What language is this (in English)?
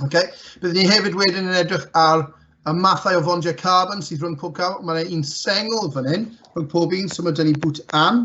Welsh